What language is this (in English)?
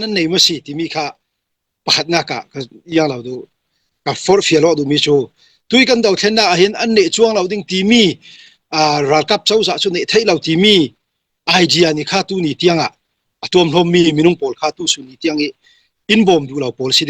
Falam Chin